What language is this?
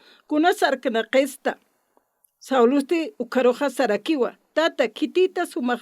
Aymara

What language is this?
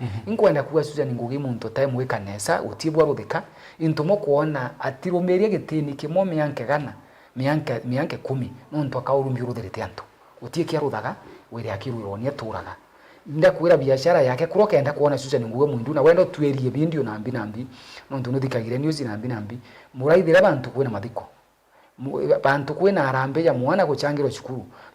Meru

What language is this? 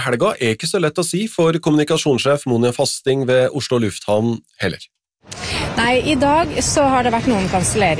Norwegian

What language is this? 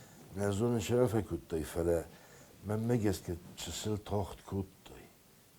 Ossetic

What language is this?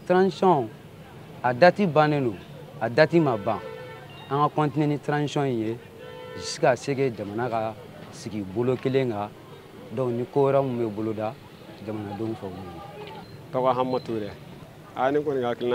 Bambara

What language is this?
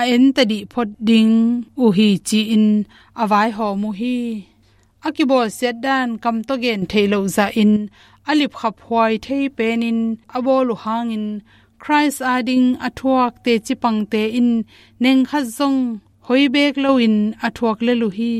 Tedim Chin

